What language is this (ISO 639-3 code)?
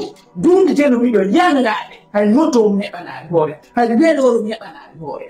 ful